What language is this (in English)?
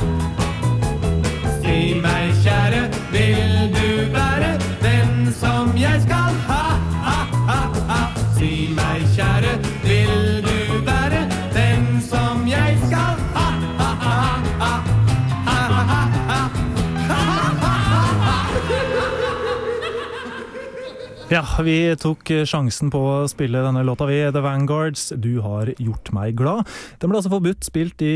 Norwegian